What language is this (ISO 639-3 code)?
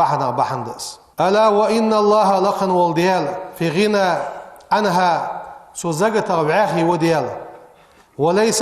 inh